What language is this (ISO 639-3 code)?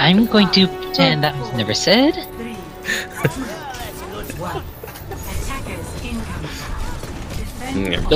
eng